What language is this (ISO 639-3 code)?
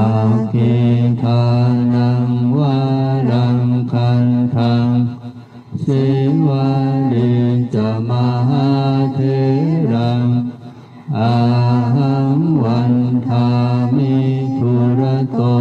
pli